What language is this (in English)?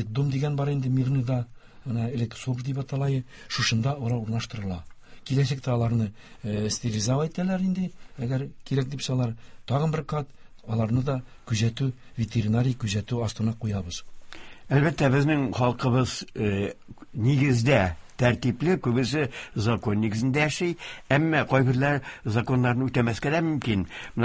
Tatar